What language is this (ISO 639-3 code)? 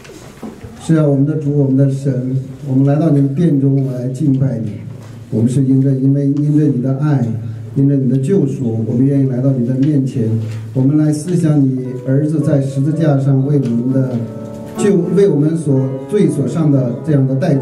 zho